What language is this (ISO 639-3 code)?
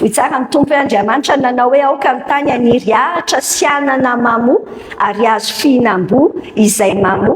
mlg